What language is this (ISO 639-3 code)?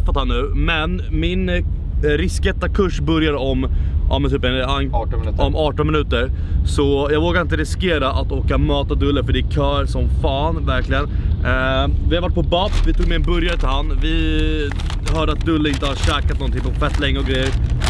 swe